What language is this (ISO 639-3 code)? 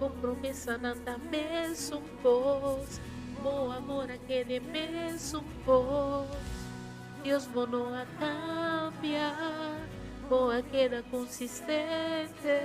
pap